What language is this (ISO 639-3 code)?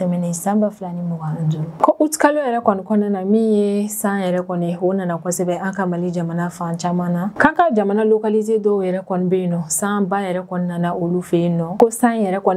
bam